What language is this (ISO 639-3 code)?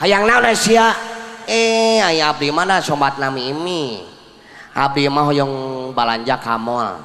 sun